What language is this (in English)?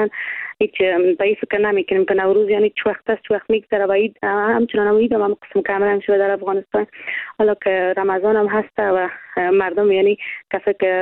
Persian